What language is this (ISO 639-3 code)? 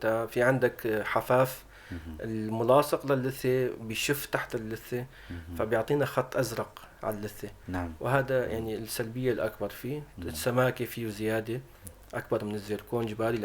apc